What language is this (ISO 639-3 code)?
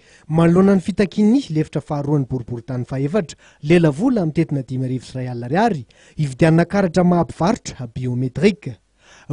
mlg